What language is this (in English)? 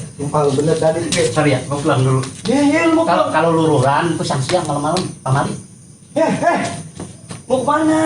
Betawi